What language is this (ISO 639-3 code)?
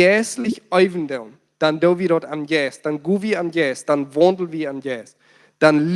pdt